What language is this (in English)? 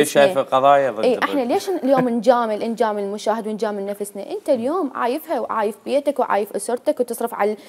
Mesopotamian Arabic